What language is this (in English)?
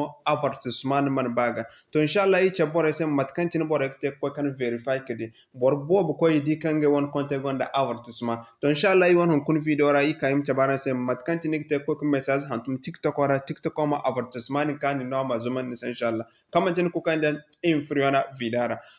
Zarma